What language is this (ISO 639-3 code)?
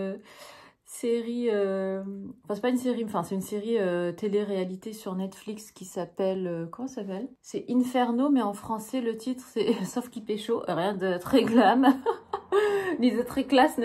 fra